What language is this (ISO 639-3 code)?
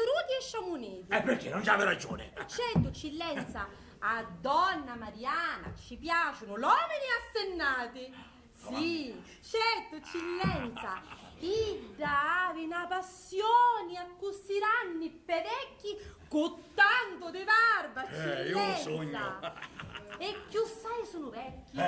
scn